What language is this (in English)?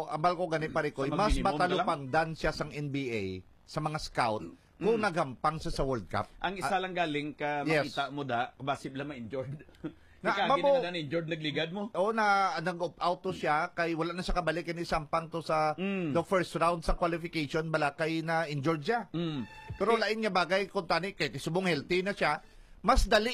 Hiligaynon